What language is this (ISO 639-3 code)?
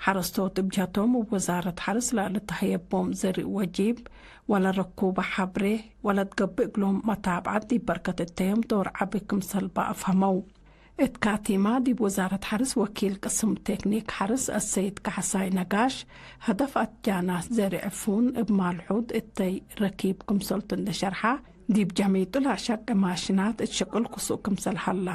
tig